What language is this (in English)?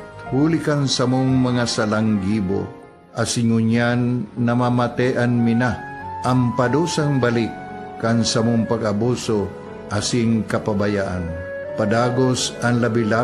Bikol